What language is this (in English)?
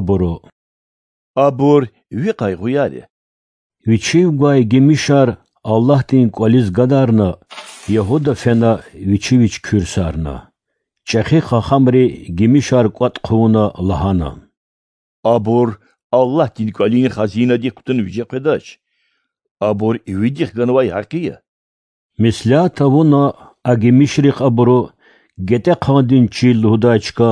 Lezghian